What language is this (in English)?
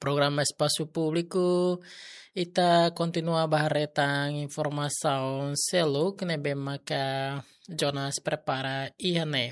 Tetum